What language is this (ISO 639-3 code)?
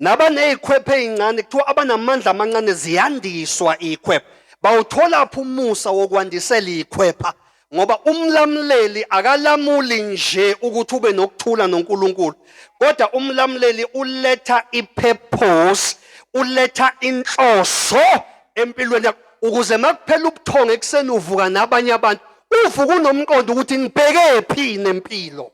zul